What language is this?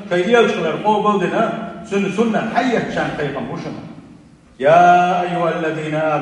Chechen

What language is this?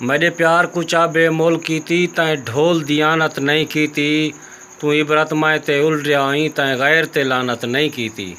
Saraiki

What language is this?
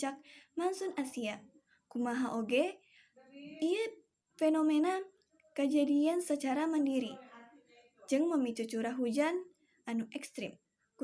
Sundanese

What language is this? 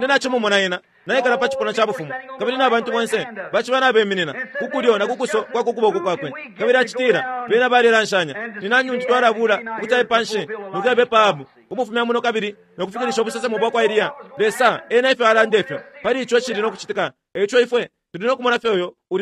Bemba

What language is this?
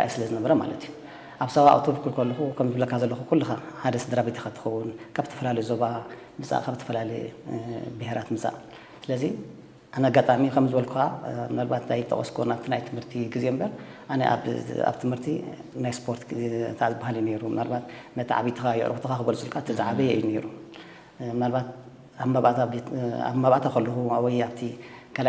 Tigrinya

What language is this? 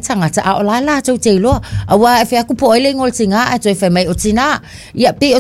Samoan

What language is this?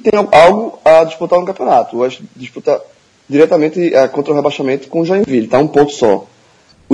Portuguese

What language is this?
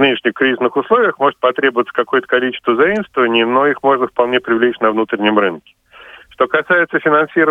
Russian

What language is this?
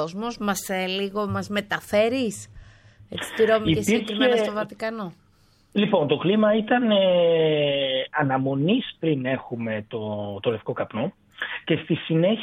Greek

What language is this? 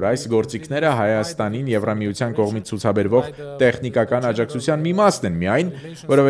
Armenian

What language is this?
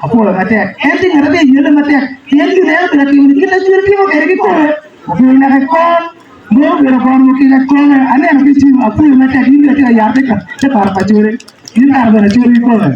Acoli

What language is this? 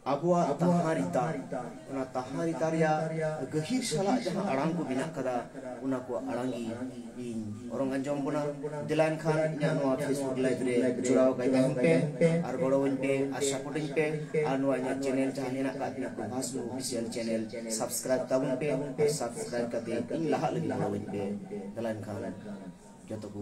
Santali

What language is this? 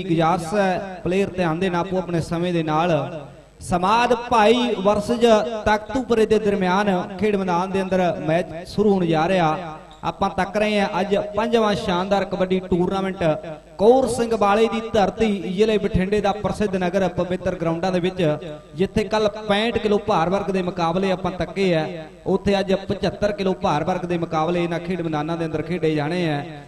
Punjabi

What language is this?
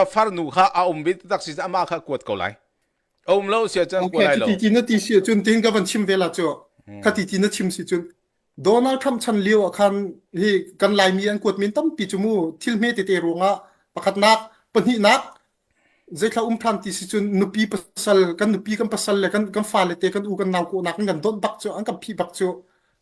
Hakha Chin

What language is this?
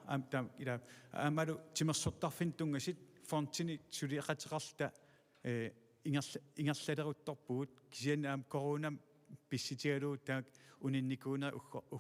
Kalaallisut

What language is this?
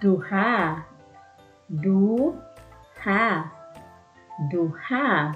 Waray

